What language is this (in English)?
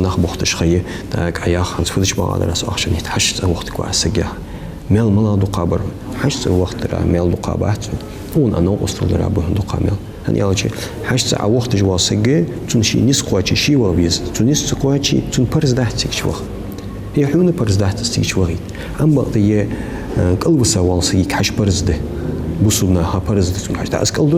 Ingush